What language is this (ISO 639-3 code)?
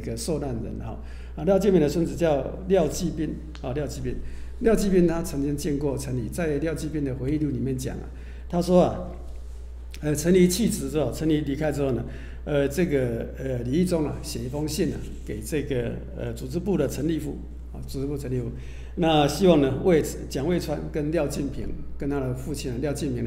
zho